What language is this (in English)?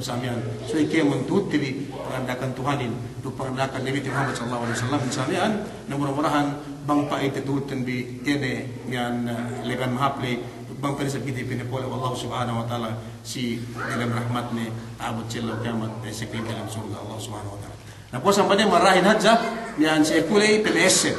Yakan